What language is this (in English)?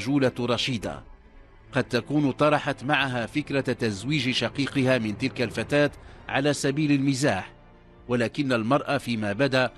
Arabic